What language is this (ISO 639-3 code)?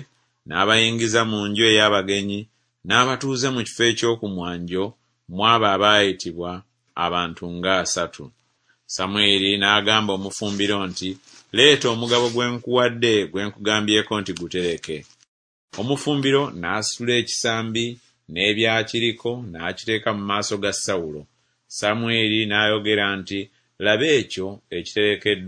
lug